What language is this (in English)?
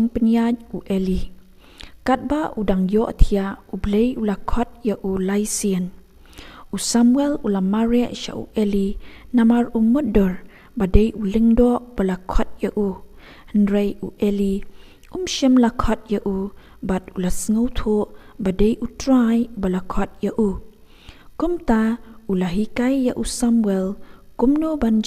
Khasi